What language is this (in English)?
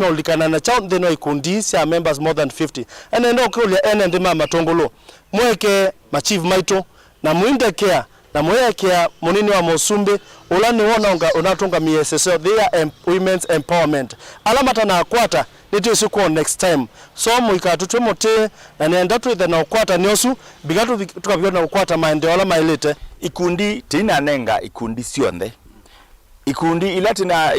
Kamba